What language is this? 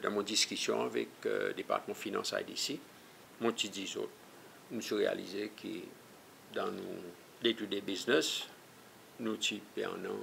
Seselwa Creole French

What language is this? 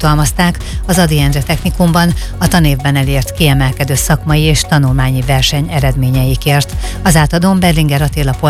Hungarian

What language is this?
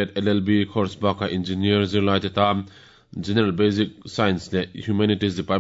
Mizo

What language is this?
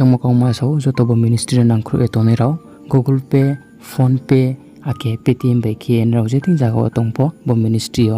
Riang (India)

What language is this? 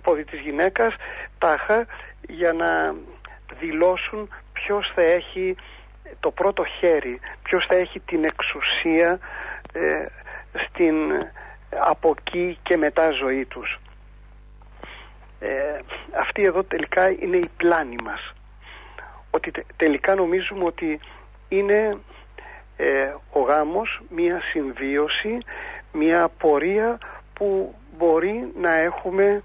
Greek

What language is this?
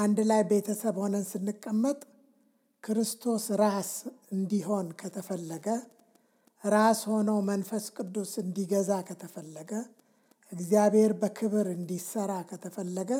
Amharic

